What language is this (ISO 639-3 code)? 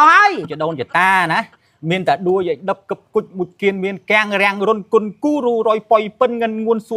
khm